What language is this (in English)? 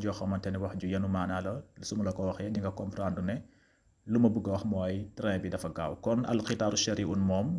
Wolof